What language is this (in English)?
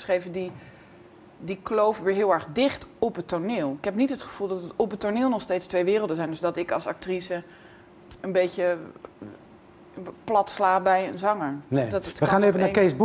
Dutch